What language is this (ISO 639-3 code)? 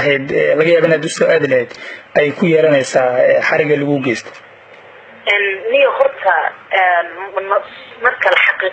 som